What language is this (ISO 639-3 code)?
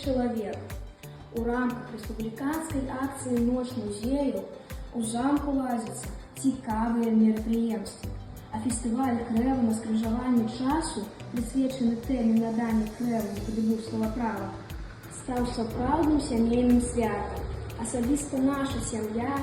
bel